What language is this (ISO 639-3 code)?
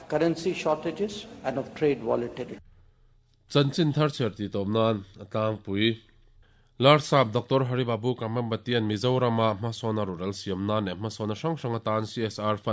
lus